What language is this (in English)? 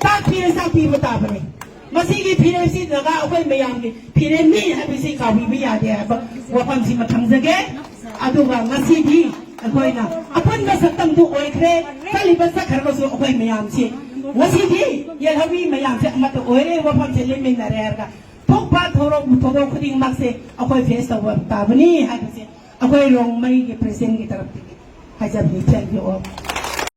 Manipuri